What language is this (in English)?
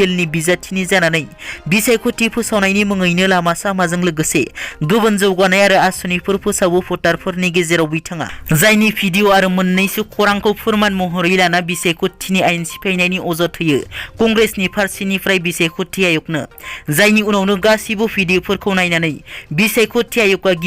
Bodo